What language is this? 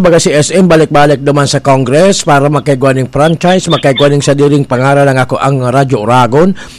Bikol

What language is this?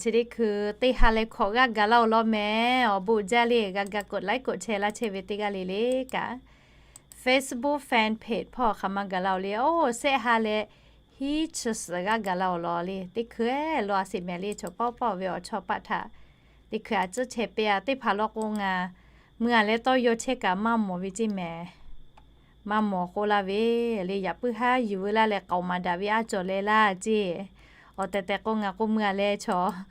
Lahu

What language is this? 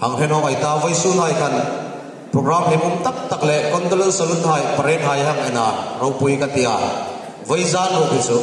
Hmar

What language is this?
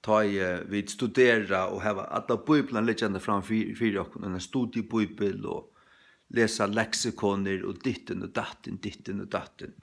Faroese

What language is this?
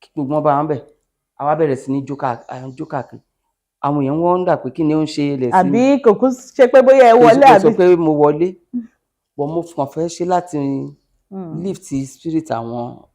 Yoruba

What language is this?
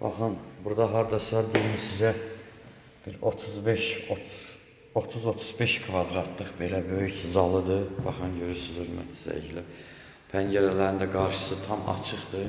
Azerbaijani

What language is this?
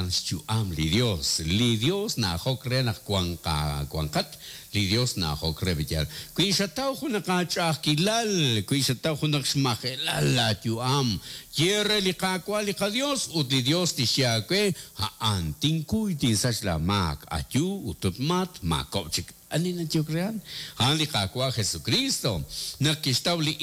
Kekchí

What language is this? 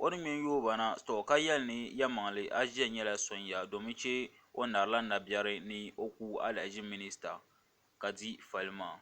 Dagbani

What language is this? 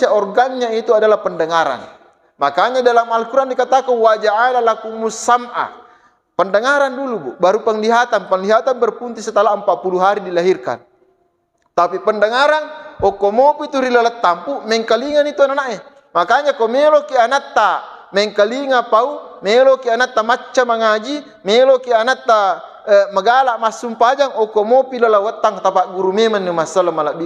Buginese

